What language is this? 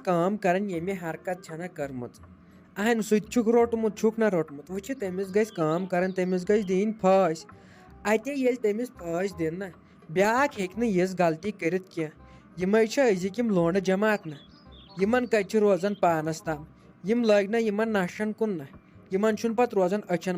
Kashmiri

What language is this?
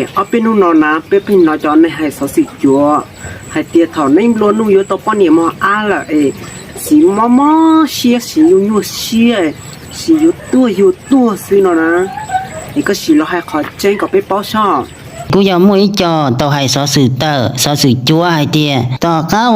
Hmong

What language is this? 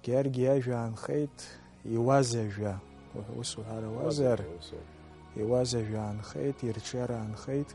Abkhazian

